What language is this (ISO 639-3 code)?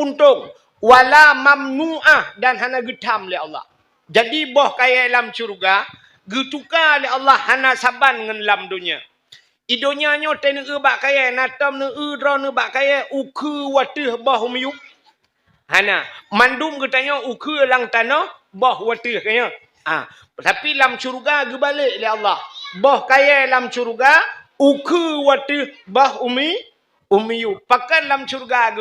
ace